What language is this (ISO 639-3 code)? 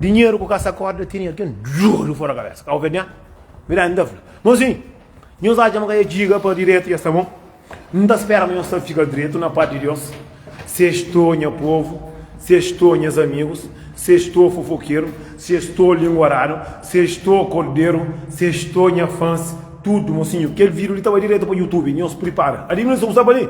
kea